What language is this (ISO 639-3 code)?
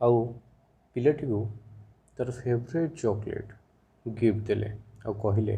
ori